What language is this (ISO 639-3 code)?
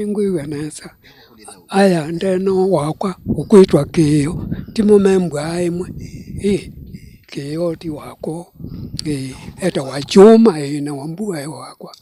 kam